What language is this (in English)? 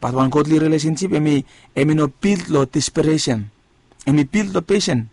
Bislama